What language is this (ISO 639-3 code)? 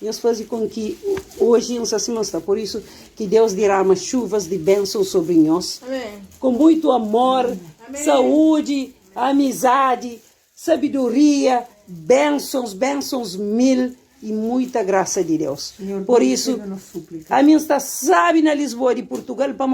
kea